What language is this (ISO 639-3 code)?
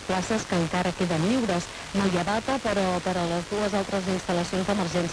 cat